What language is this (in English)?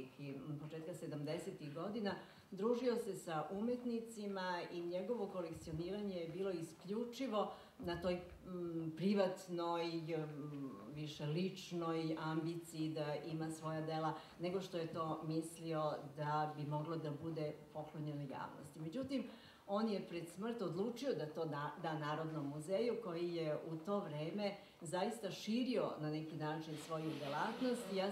Serbian